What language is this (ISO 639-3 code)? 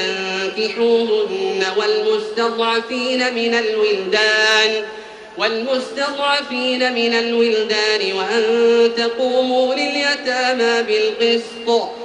ara